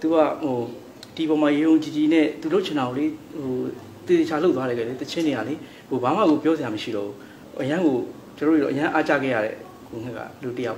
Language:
Burmese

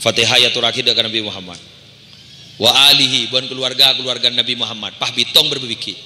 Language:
Madurese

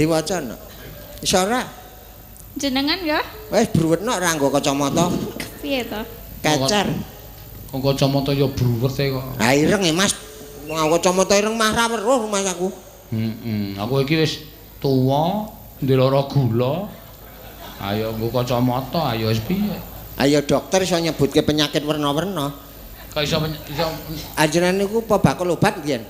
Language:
Javanese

